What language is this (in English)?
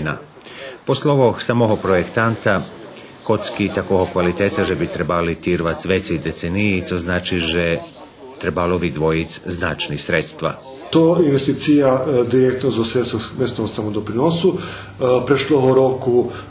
Rusyn